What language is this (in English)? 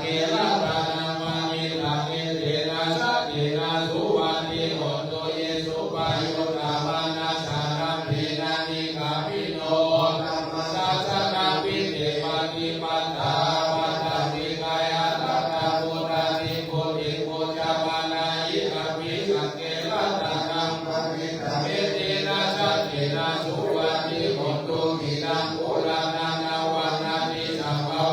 Pali